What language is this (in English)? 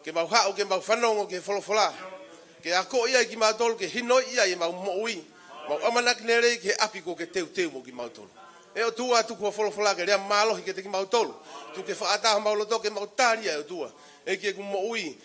Tongan